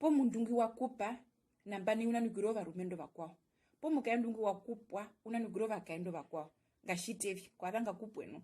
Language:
Herero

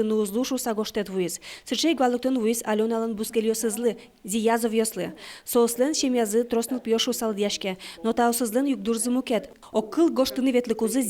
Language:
Udmurt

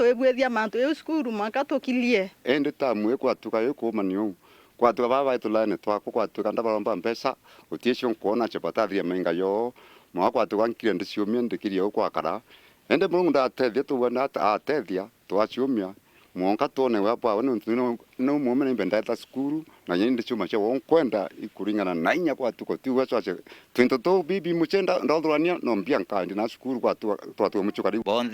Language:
Meru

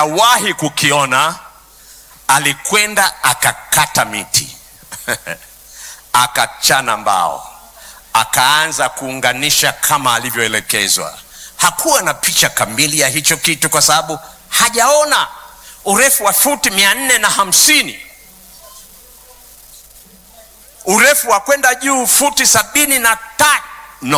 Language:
Swahili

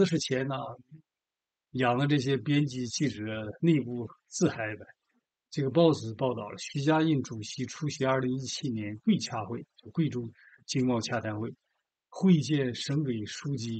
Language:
Chinese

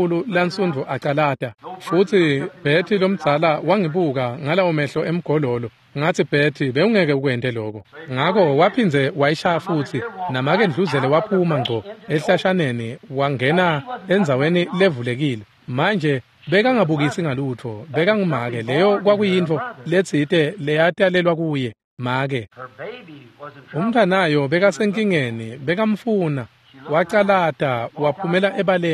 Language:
Swati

